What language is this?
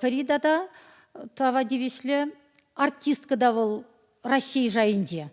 Chuvash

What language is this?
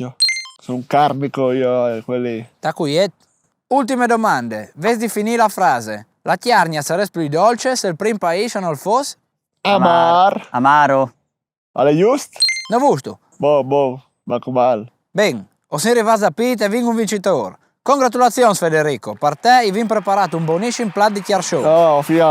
Friulian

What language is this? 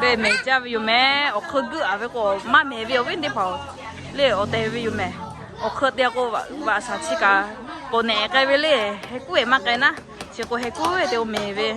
Lahu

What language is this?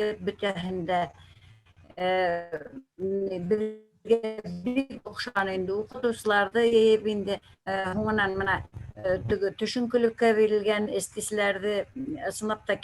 Bashkir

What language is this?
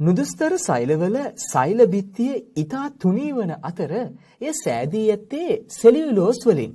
Sinhala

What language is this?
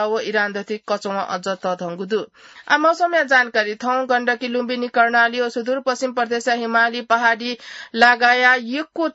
Newari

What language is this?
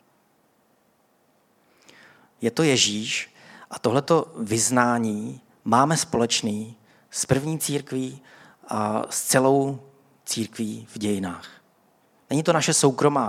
Czech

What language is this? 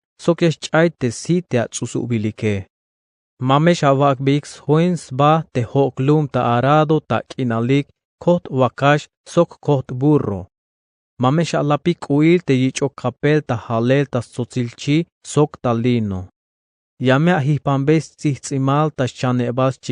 Tzeltal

